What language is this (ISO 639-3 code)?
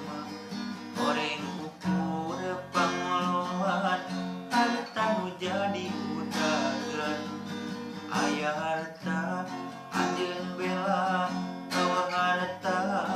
sun